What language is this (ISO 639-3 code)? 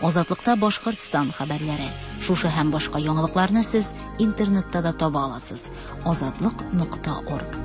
tat